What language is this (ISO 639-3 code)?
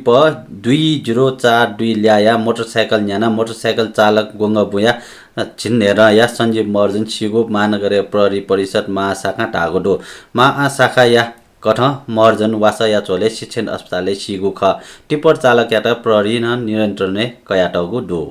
new